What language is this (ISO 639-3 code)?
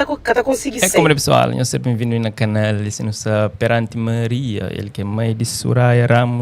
kea